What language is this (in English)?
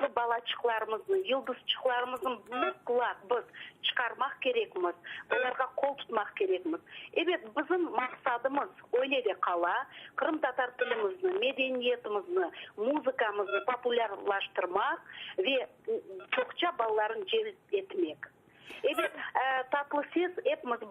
Crimean Tatar